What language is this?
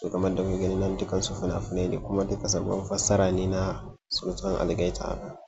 Hausa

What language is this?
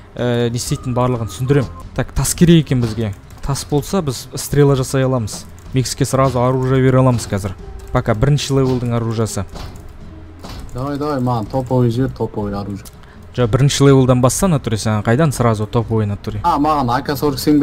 Kazakh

